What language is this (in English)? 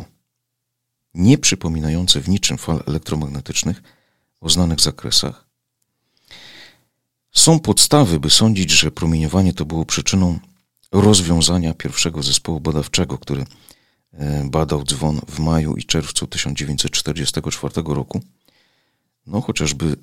Polish